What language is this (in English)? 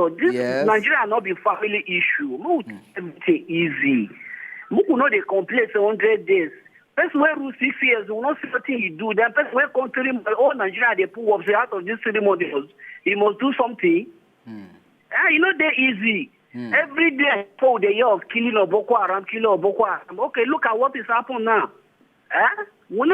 Nigerian Pidgin